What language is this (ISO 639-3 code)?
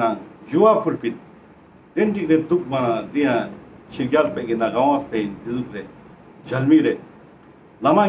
lbj